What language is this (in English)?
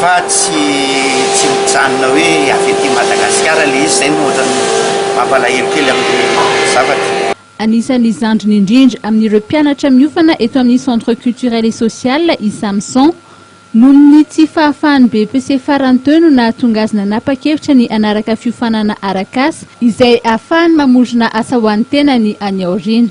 Malagasy